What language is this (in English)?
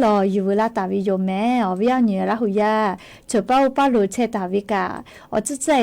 Lahu